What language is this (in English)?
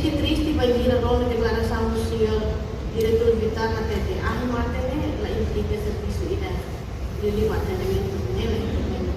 Tetum